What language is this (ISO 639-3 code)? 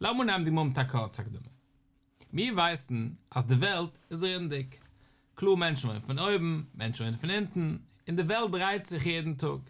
yid